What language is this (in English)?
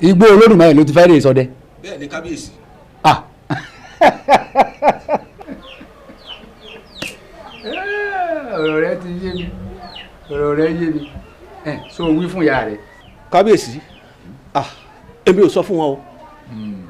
Yoruba